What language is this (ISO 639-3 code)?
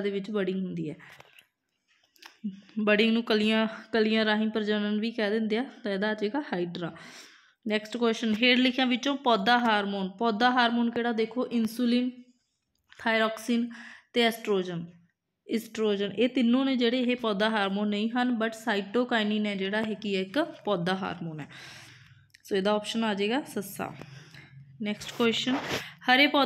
pan